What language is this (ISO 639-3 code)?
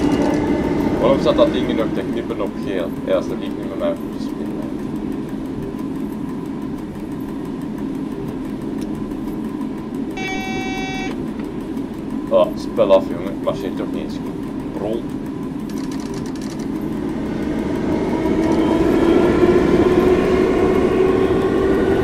nld